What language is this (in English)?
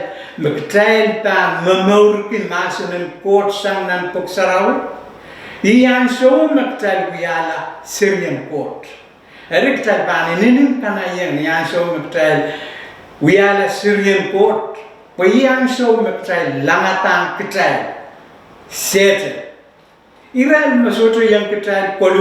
Pohnpeian